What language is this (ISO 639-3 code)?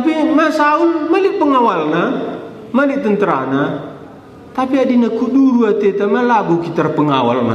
btx